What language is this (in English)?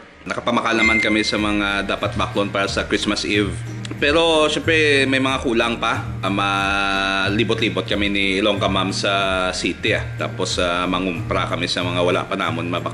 Hiligaynon